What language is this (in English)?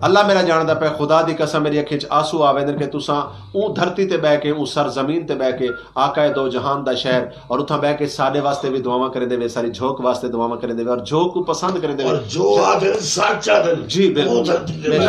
Saraiki